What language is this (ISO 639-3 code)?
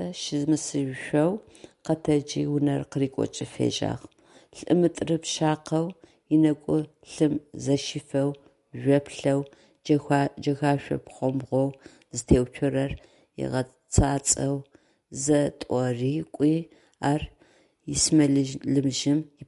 ady